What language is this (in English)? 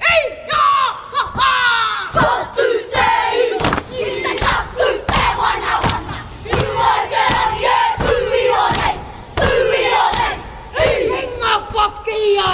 Māori